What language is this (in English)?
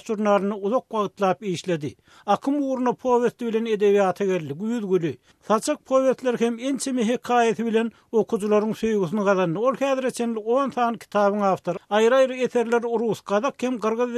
Turkmen